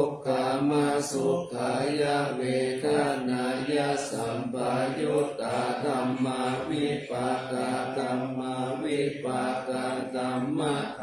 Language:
Pali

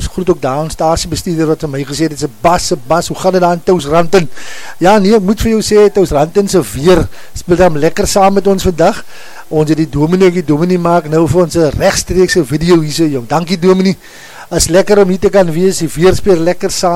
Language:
Afrikaans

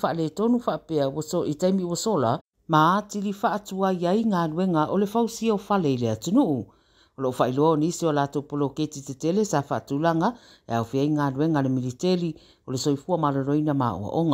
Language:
Samoan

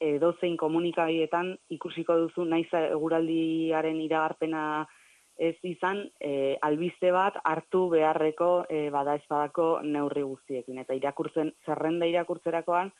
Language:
Basque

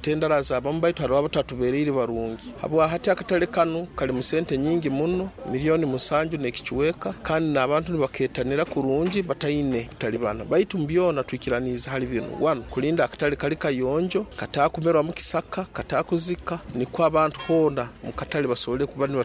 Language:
Nyoro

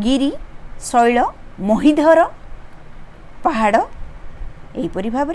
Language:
Odia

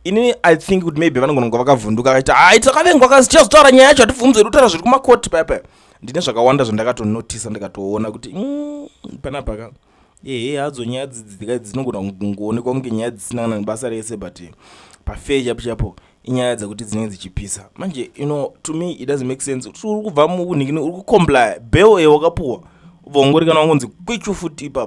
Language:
Shona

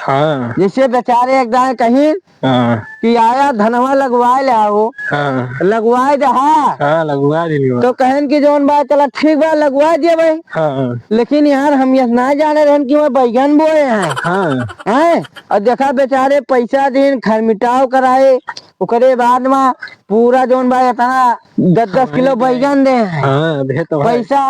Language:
Awadhi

